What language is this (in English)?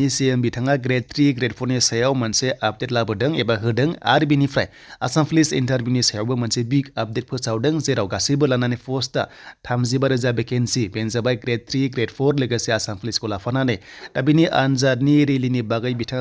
Bodo